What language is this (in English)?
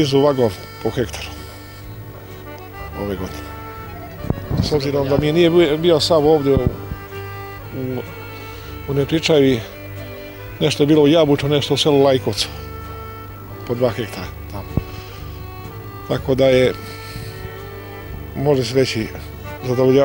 Serbian